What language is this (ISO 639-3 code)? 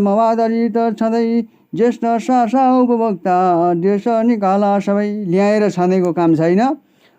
nep